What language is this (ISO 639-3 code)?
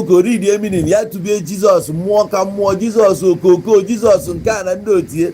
ibo